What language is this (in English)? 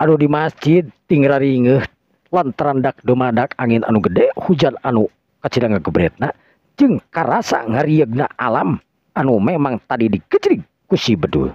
Sundanese